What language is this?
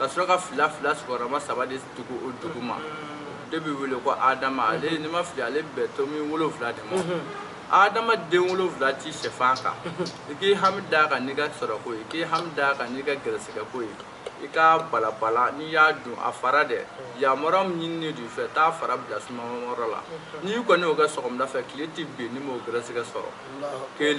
Bambara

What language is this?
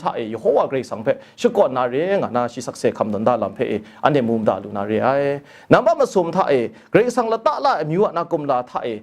Kachin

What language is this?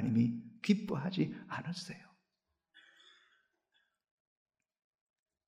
Korean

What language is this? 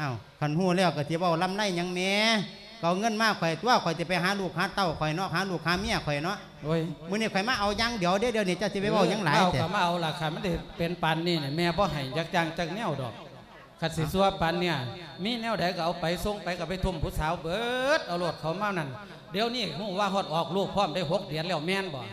Lao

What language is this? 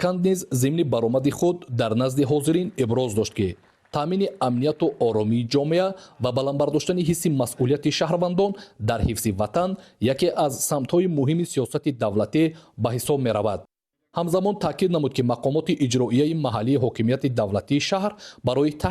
Tajik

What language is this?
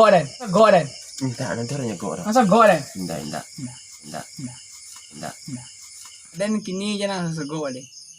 Minangkabau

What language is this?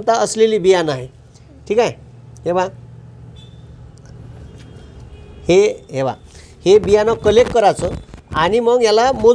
Marathi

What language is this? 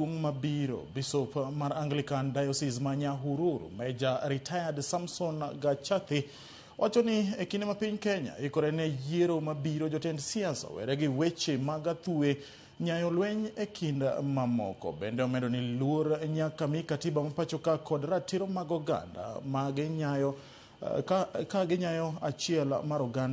Luo (Kenya and Tanzania)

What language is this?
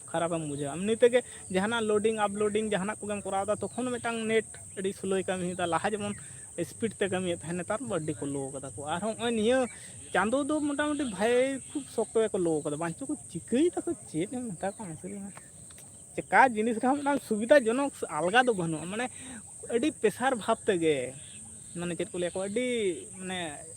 Santali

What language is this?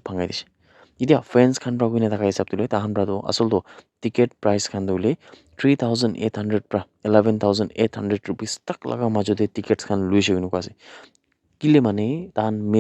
Naga Pidgin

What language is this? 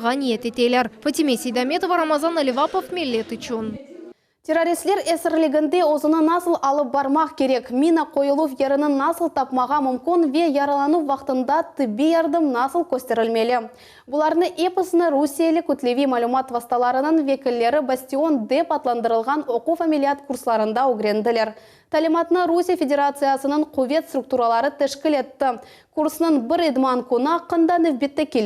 Crimean Tatar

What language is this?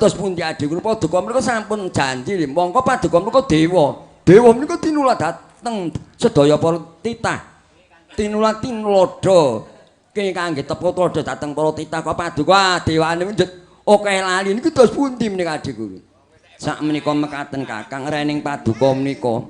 Javanese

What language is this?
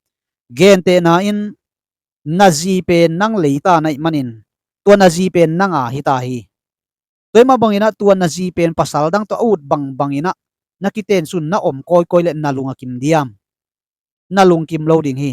Tedim Chin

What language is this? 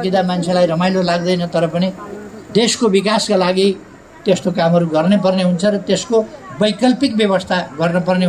Nepali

